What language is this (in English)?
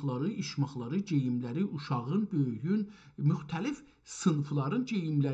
South Azerbaijani